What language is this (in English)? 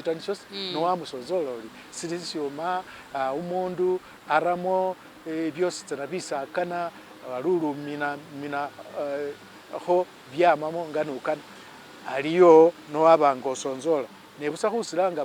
Masaaba